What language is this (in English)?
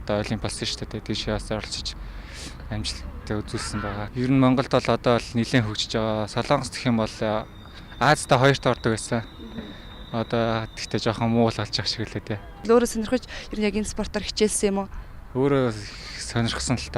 Mongolian